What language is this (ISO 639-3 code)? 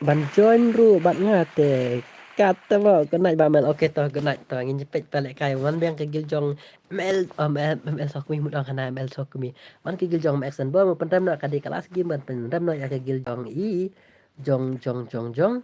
kha